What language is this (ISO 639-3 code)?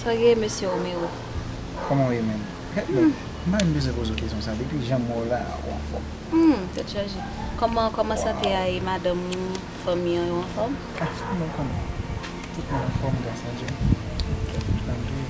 hat